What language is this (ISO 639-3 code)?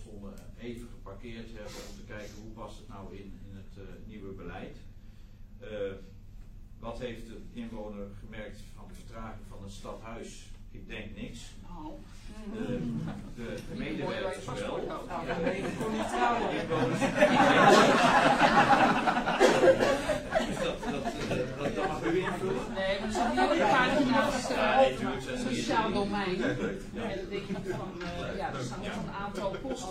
nld